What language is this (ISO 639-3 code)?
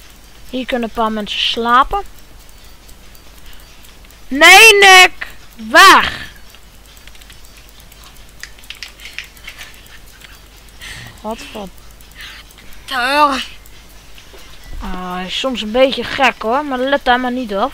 nld